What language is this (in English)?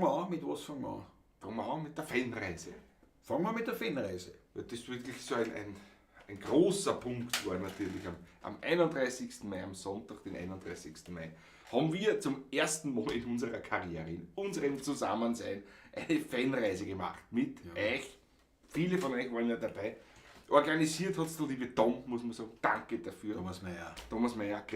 Bavarian